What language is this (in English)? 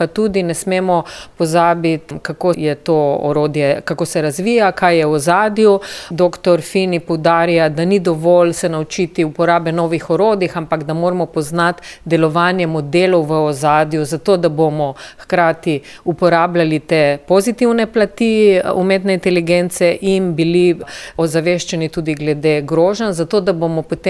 Slovenian